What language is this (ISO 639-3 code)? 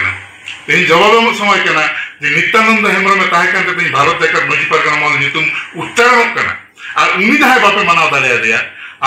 sat